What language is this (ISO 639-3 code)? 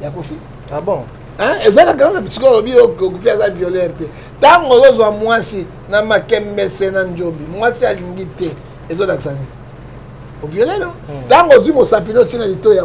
lin